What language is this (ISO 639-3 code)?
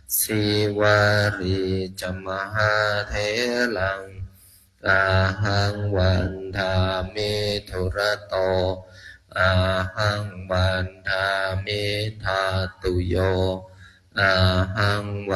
pli